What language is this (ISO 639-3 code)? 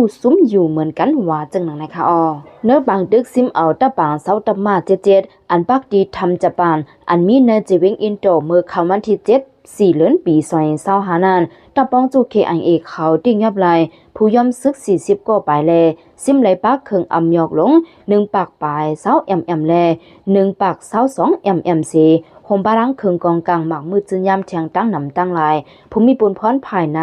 lao